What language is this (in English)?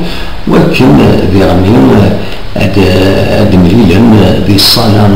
Kabyle